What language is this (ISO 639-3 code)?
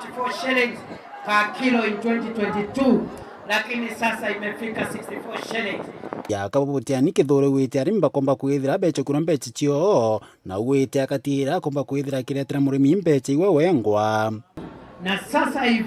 mer